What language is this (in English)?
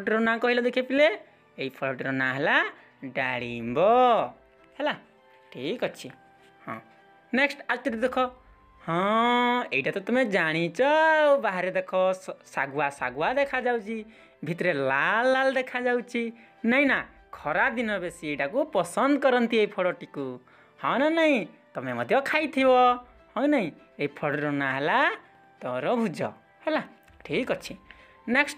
Odia